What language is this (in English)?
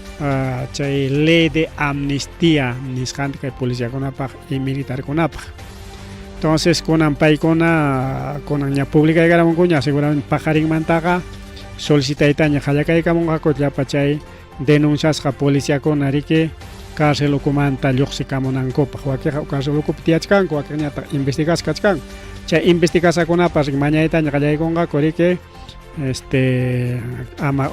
Ayacucho Quechua